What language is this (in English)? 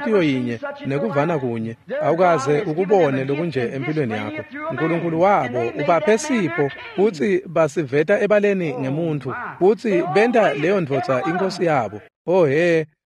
Swati